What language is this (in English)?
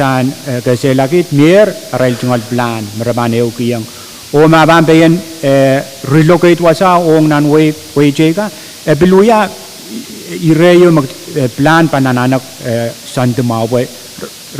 Pohnpeian